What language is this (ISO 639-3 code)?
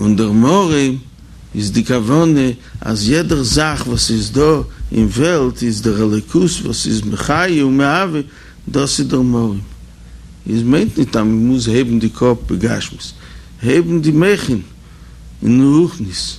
yid